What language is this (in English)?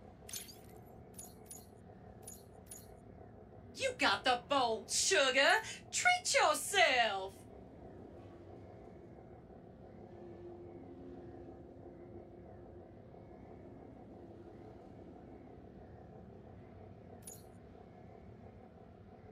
English